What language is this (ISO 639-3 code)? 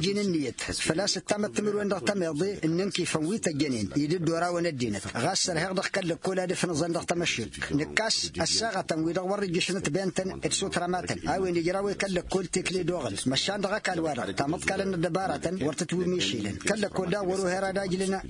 taq